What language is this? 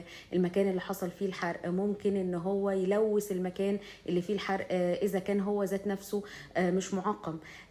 Egyptian Arabic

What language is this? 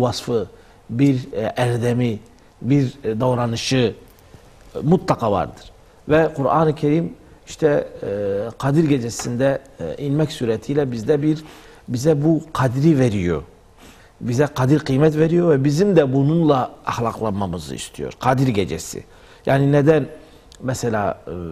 Turkish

